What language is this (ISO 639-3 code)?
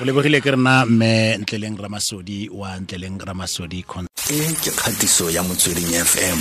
tsn